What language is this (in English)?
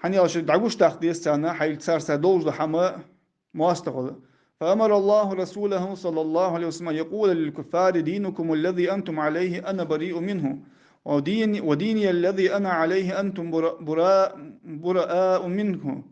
Ingush